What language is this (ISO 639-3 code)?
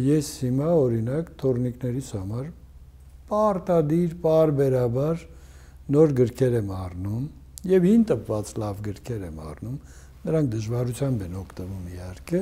hye